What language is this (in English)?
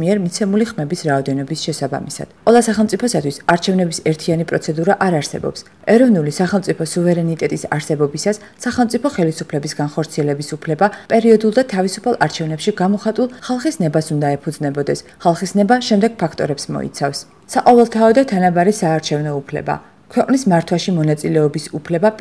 Georgian